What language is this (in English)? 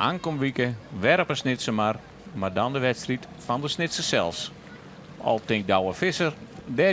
Western Frisian